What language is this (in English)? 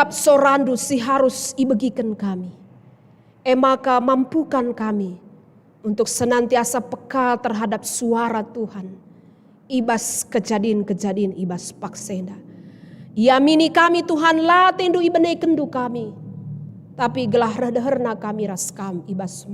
Batak Karo